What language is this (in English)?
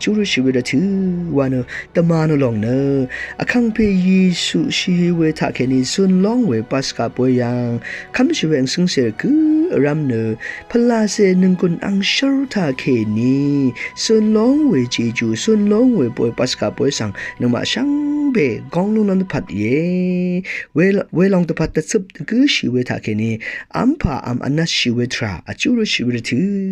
Rawang